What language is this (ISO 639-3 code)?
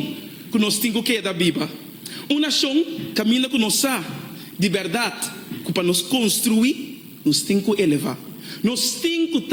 pap